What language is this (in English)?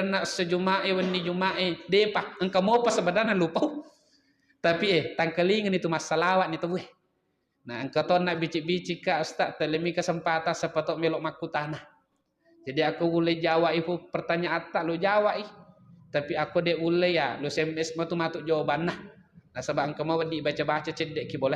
Buginese